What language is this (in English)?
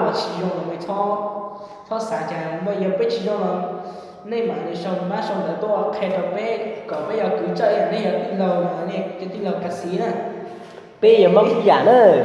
Hmong